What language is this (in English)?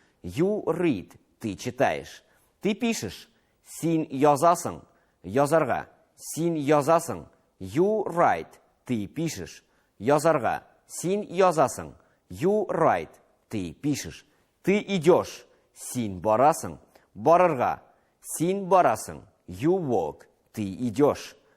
Tatar